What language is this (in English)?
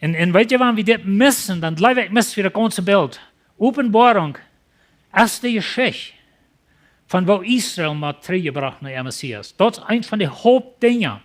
Plautdietsch